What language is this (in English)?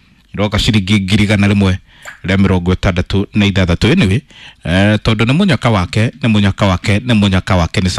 Kikuyu